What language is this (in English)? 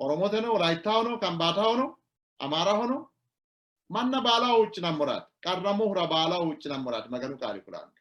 Sidamo